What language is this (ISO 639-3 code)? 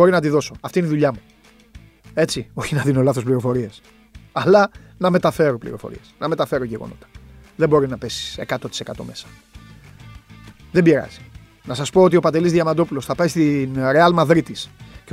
ell